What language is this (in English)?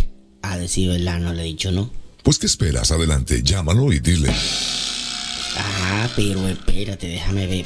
Spanish